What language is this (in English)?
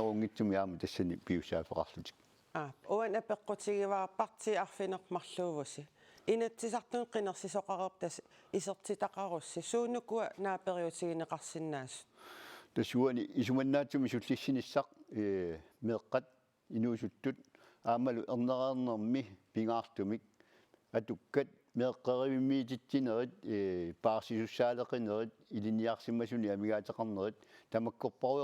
Kalaallisut